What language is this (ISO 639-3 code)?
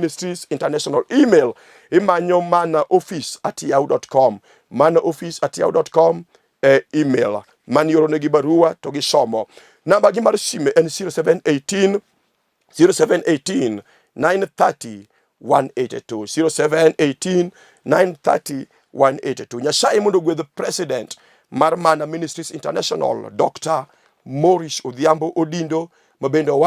luo